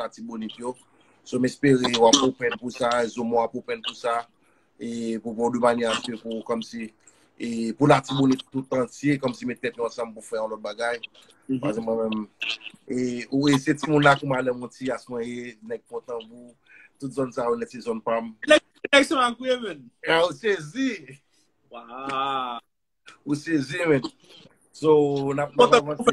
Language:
Haitian Creole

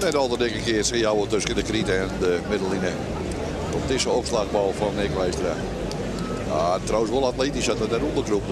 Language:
Western Frisian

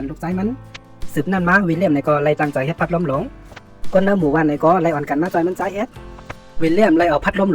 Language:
Shan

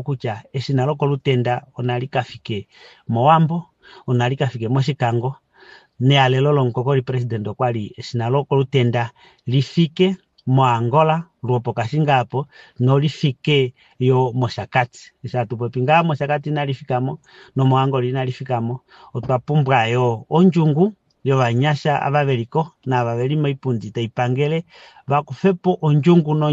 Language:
Kuanyama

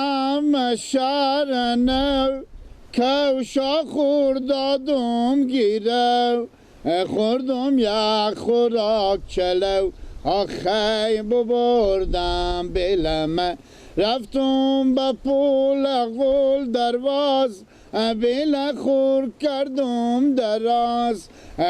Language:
Persian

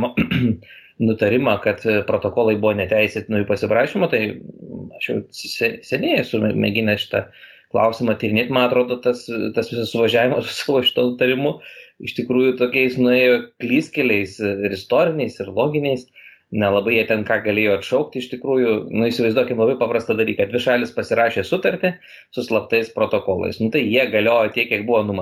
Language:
Lithuanian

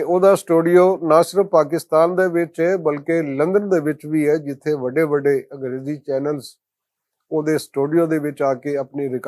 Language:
Western Panjabi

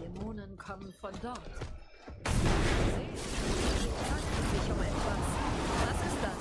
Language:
Swiss German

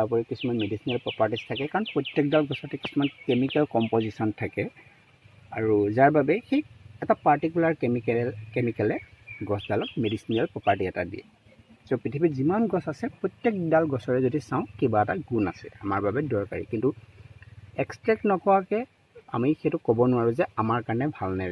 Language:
Assamese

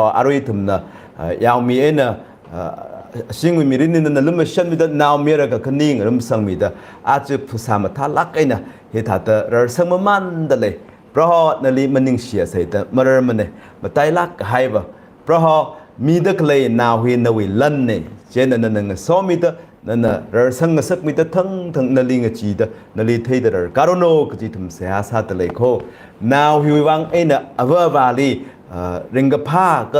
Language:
Tangkhul Naga (India)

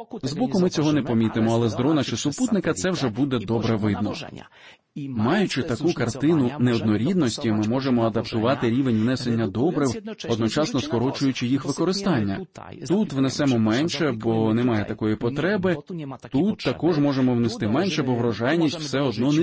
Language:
Ukrainian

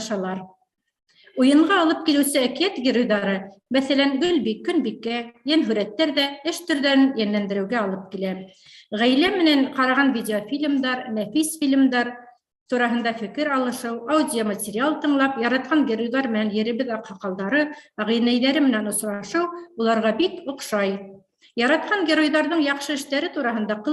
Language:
Bashkir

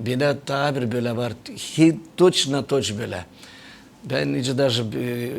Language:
Gagauz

